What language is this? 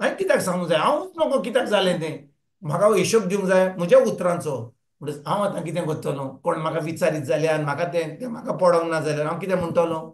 Konkani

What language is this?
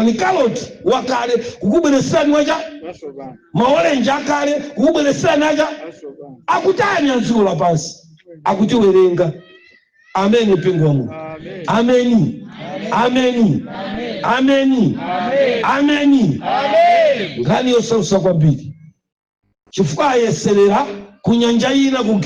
Nyanja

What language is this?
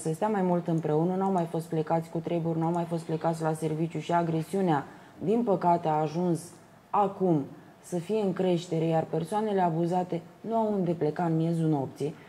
Romanian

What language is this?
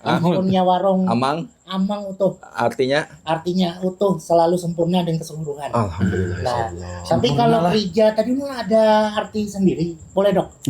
Banjar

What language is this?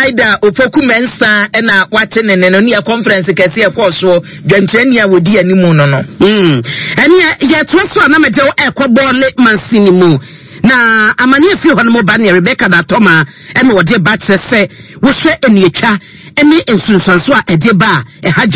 Akan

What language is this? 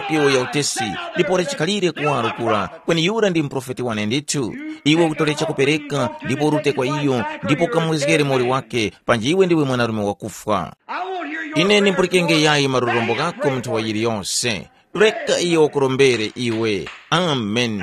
Tumbuka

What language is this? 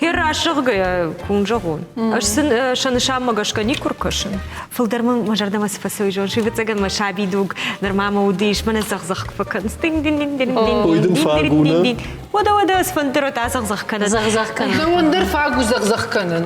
Ossetic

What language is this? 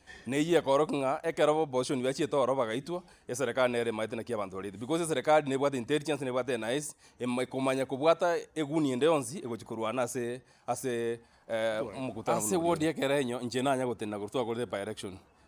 Gusii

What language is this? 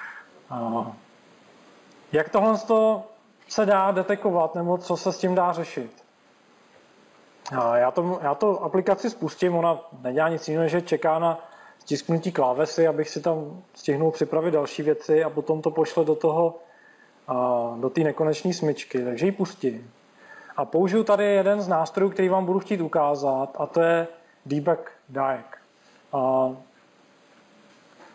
Czech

